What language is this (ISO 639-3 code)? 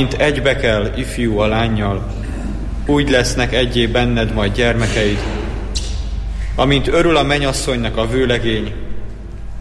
hun